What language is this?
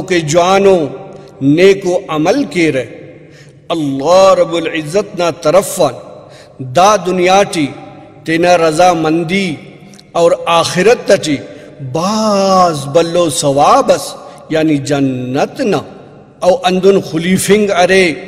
Brahui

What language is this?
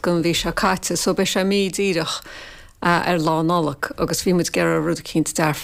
Irish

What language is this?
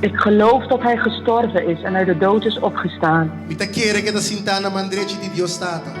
Papiamento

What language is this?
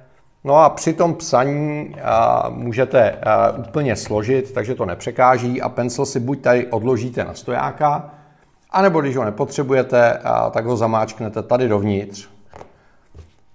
Czech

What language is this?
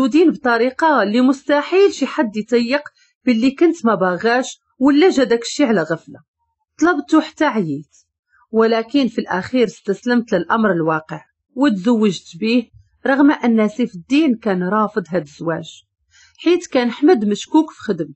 Moroccan Arabic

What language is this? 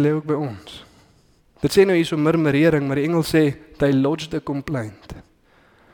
Afrikaans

